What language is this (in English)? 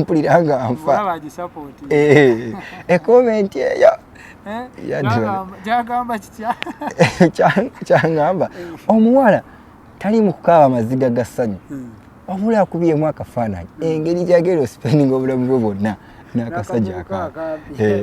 Ganda